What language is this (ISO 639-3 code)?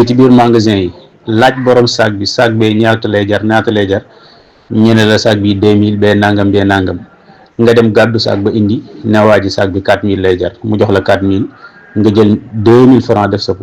wol